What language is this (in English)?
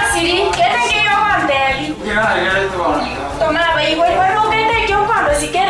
Gusii